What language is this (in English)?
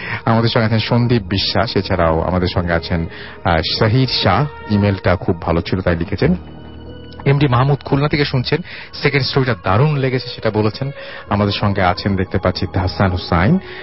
Bangla